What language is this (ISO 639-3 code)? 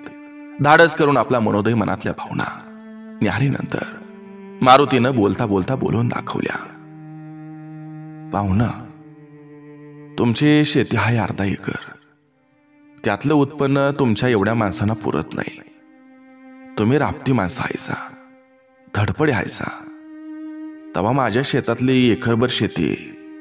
mar